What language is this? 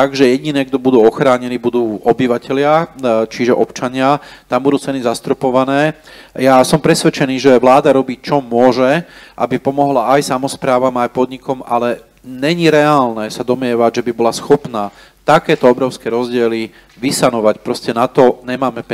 Slovak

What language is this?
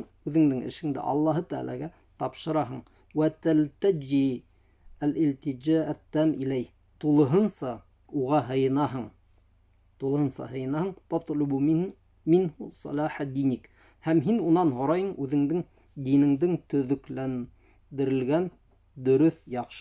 Bashkir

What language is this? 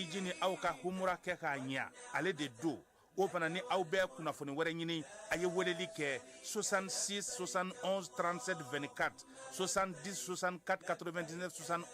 Bambara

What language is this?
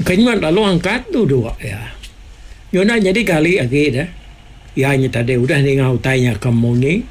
Iban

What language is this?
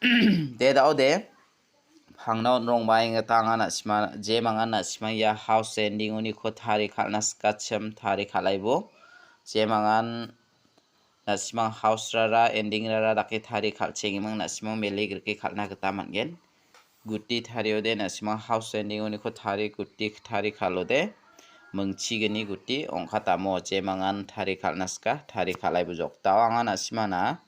Garo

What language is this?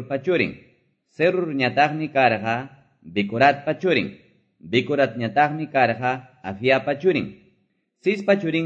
Quechua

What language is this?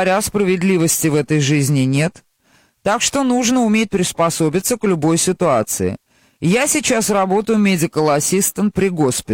Russian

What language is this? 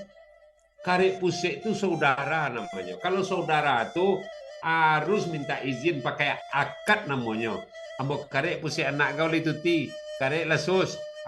Minangkabau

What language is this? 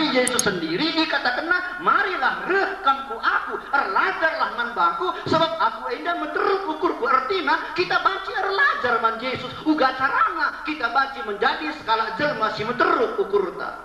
Batak Karo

